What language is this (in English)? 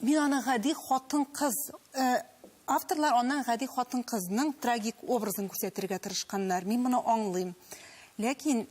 Tatar